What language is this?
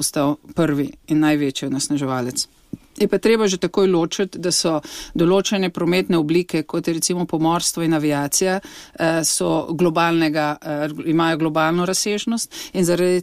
Slovenian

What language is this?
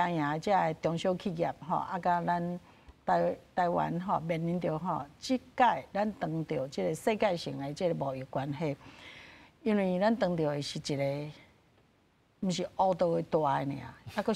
Min Nan Chinese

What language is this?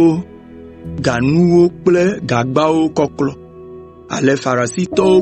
Ewe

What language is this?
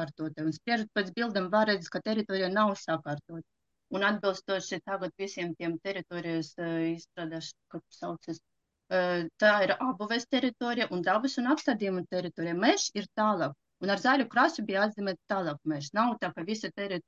Latvian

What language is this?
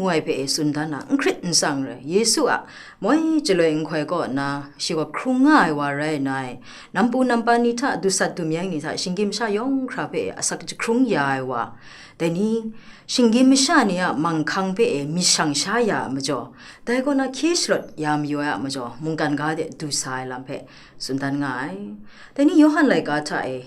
Kachin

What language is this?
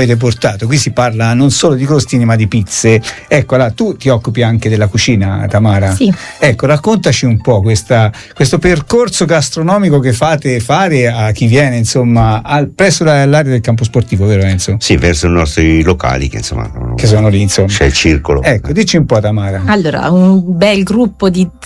Italian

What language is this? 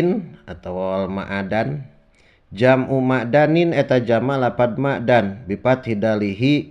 Sundanese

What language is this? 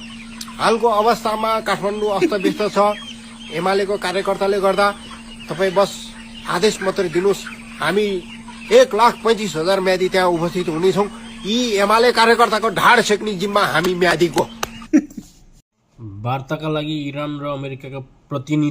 Nepali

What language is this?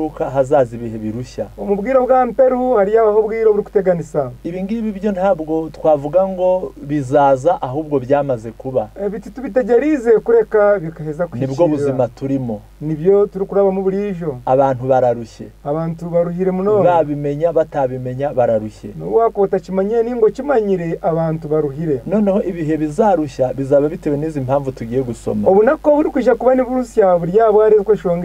Kinyarwanda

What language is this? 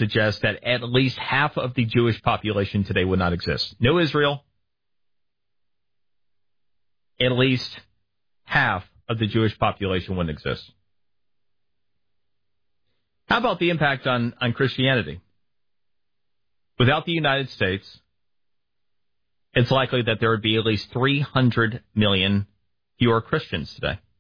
English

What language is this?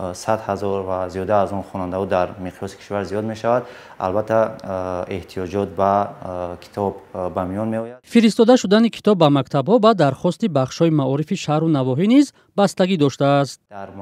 Tajik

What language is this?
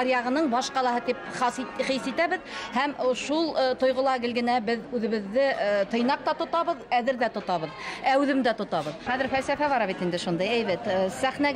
Bashkir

